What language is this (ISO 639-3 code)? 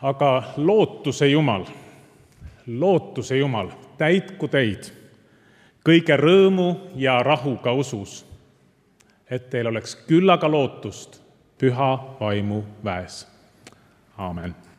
est